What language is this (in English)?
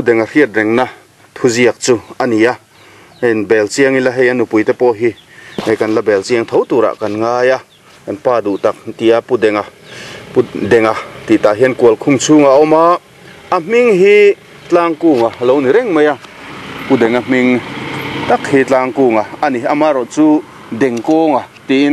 Mizo